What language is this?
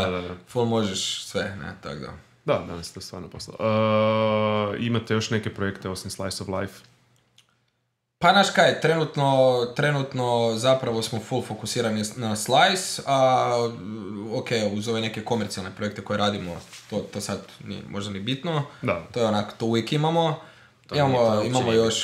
Croatian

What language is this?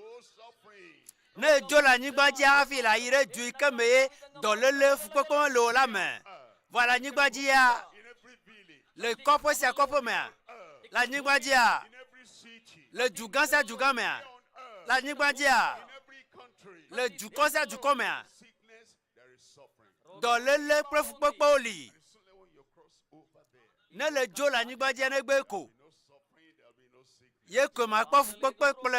Ewe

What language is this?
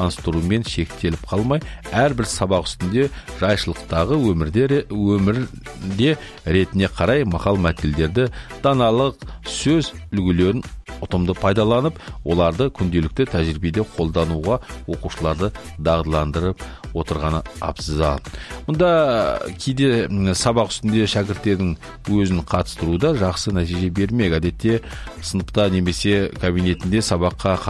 Kazakh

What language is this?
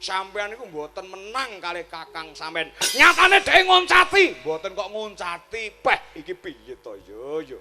Javanese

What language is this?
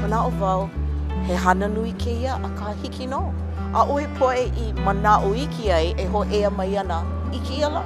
Hawaiian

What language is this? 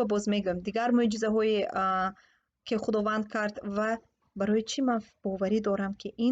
Tajik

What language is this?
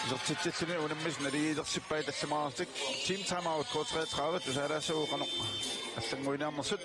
Kalaallisut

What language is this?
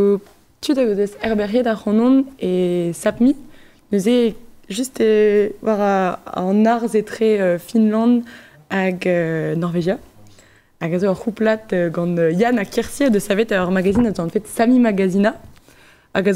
Breton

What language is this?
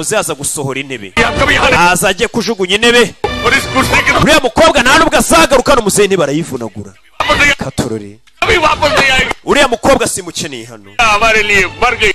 Kinyarwanda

